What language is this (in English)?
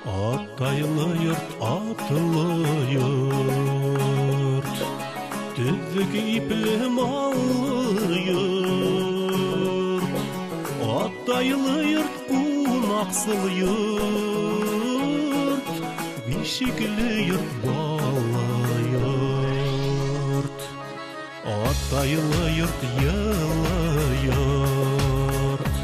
Bashkir